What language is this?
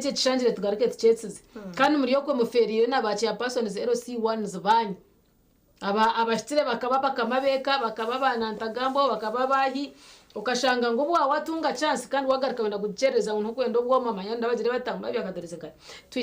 Nyankole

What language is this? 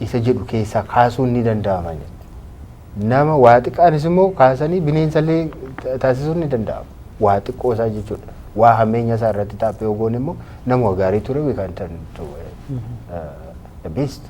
Oromo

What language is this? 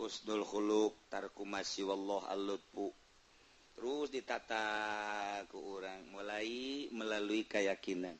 Sundanese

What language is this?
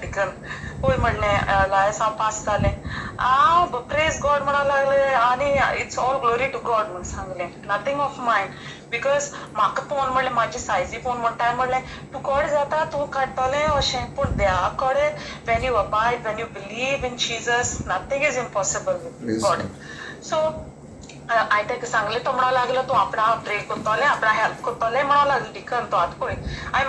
Konkani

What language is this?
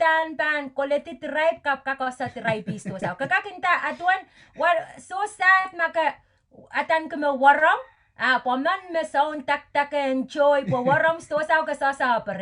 Pohnpeian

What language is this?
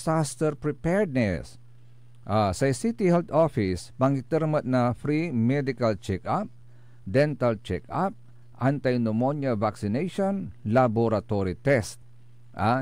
Pangasinan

